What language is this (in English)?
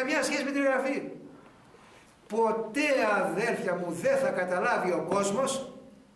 Greek